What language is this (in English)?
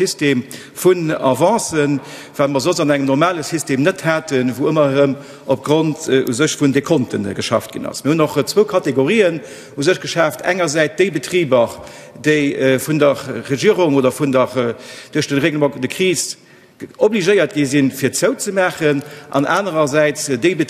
Luxembourgish